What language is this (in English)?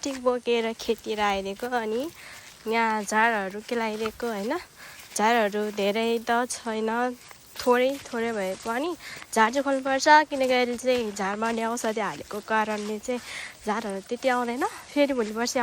Nepali